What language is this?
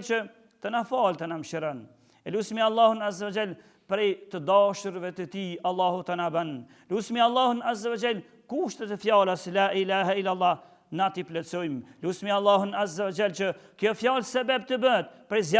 Albanian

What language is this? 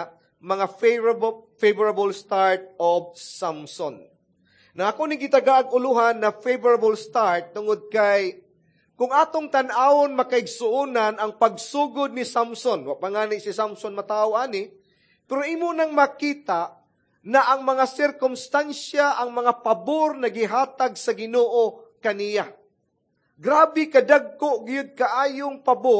Cebuano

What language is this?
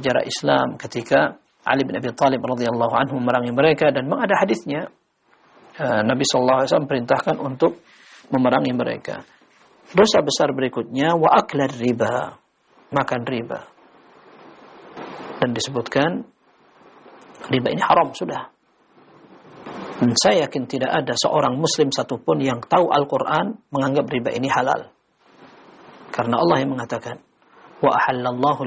Indonesian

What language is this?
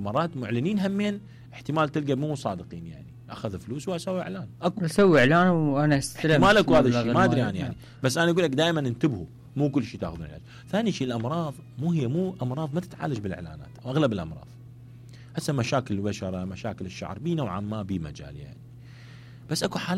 Mesopotamian Arabic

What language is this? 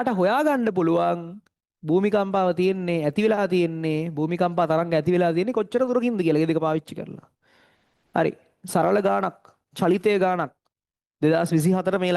Sinhala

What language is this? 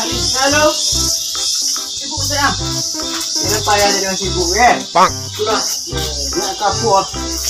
Minangkabau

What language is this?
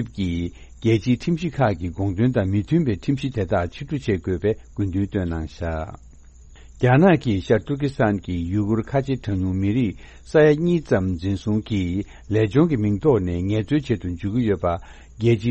Tibetan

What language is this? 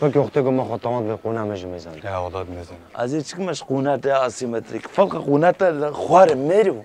Kurdish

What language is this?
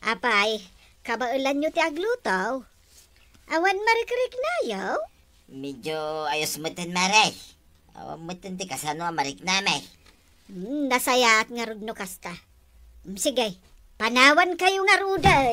Iloko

